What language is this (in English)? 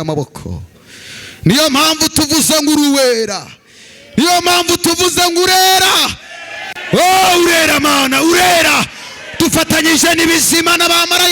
Kinyarwanda